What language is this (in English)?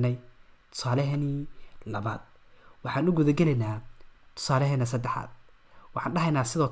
Somali